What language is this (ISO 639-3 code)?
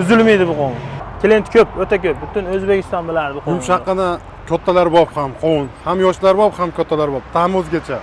uzb